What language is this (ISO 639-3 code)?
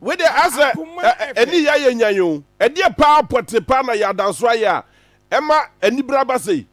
aka